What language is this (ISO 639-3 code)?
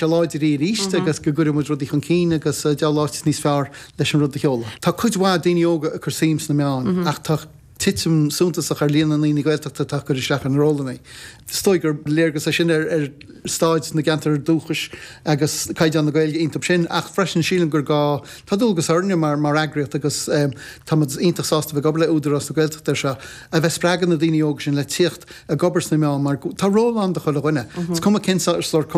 gle